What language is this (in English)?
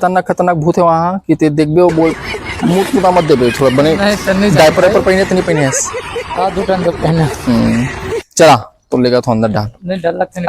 Chhattisgarhi